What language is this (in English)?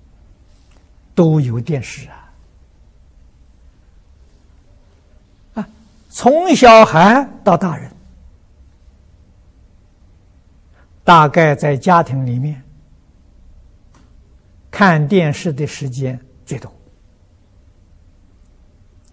Chinese